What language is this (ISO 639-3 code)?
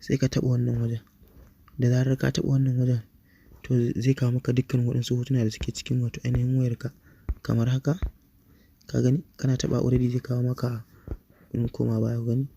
hau